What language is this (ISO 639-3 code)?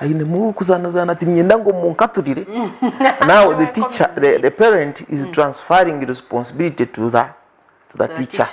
nyn